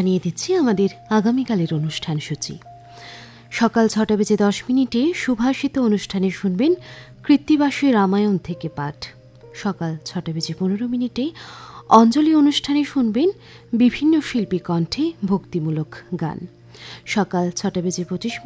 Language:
Bangla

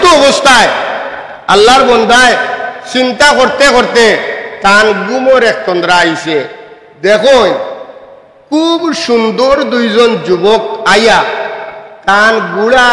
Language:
Sylheti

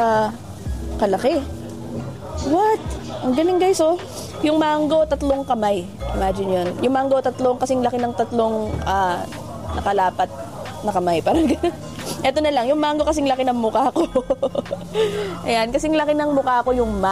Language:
Filipino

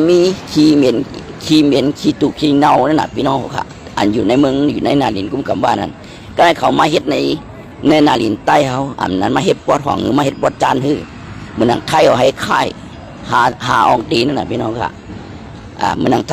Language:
Shan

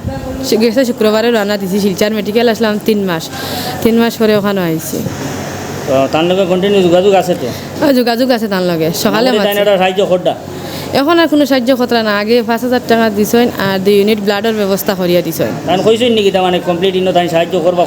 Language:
Sylheti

